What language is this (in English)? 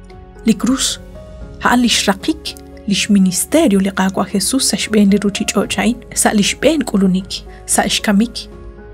Kekchí